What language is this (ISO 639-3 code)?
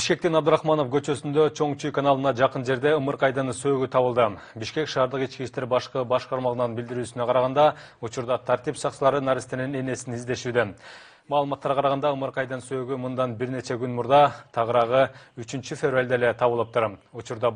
kir